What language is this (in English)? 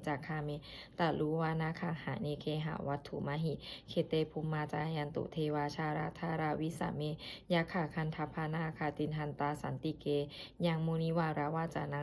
Pali